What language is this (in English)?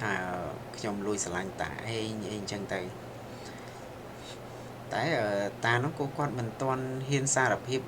Khmer